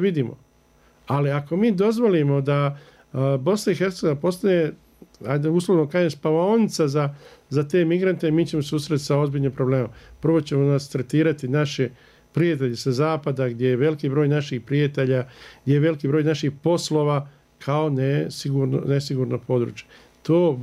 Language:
Bosnian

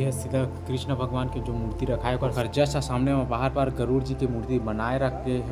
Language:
Chhattisgarhi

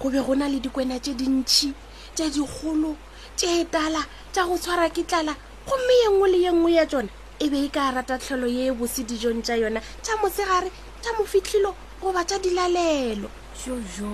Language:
Northern Sotho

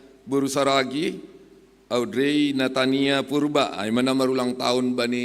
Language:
Batak Simalungun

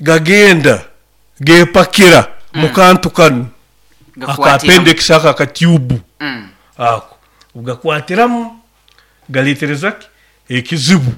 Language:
Nyoro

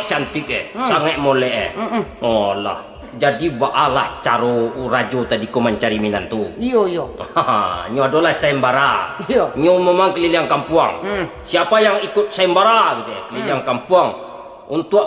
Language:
Minangkabau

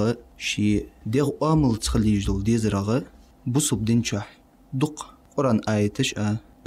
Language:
Ingush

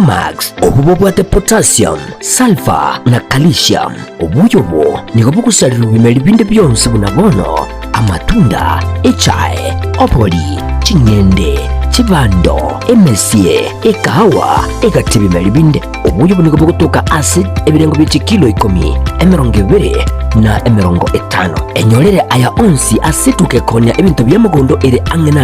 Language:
Gusii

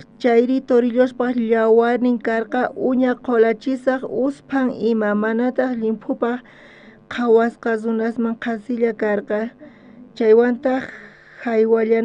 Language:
South Bolivian Quechua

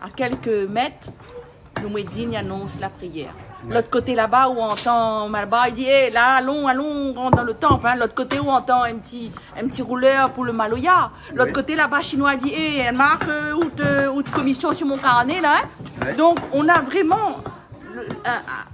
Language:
Réunion Creole French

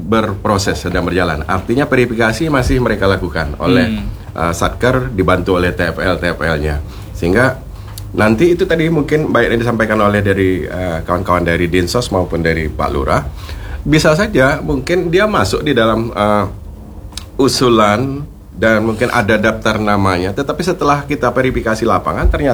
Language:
Indonesian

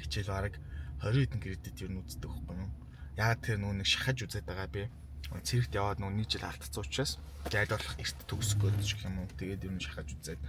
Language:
Mongolian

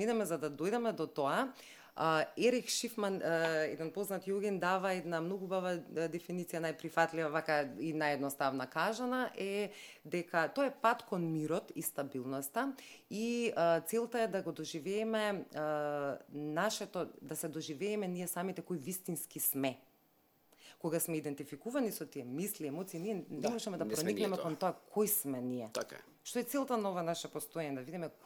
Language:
Macedonian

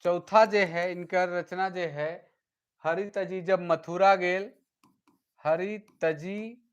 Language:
Sadri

